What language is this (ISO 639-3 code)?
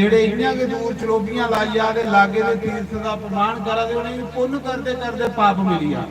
doi